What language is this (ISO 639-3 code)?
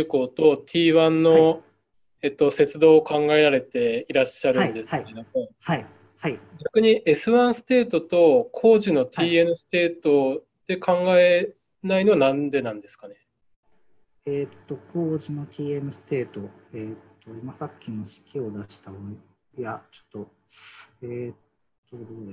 jpn